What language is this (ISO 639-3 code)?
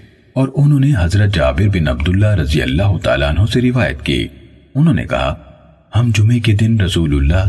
urd